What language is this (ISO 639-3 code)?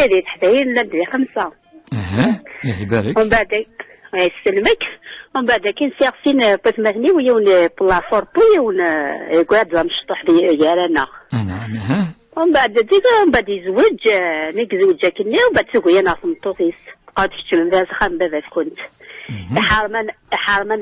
kab